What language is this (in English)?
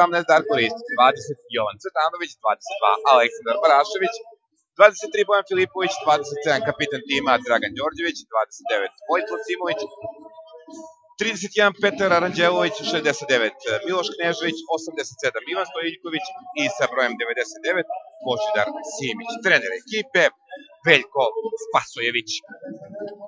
Serbian